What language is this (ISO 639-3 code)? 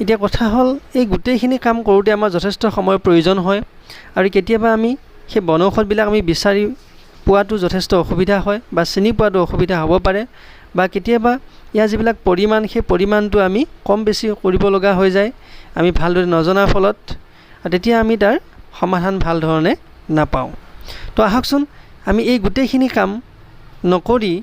asm